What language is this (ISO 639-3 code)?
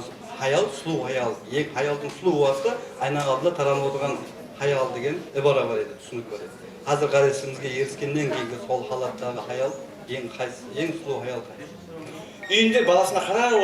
kaa